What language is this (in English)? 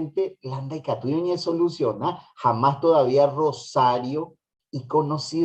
Guarani